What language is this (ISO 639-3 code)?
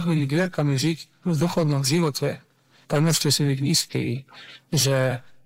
slk